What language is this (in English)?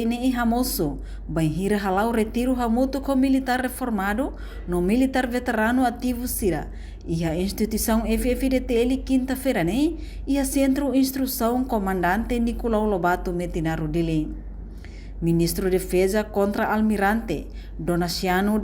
Tetum